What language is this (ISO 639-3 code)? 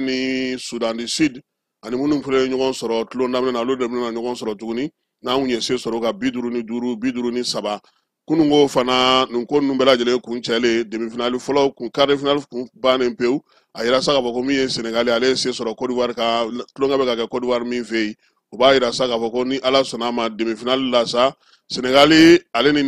bam